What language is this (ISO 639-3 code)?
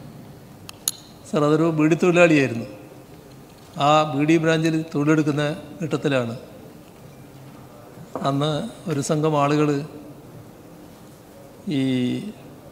mal